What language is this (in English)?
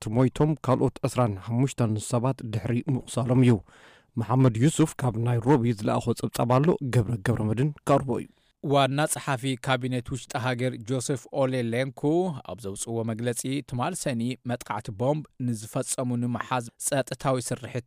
Tigrinya